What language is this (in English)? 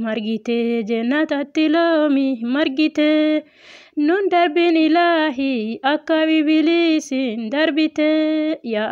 Oromo